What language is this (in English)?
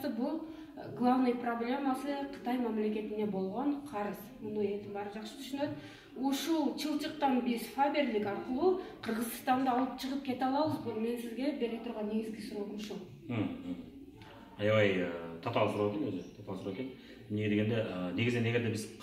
Kyrgyz